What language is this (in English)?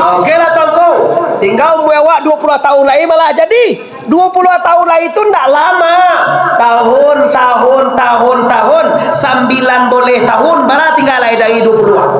Minangkabau